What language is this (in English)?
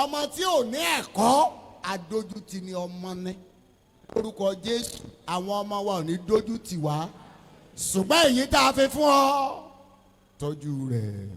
Yoruba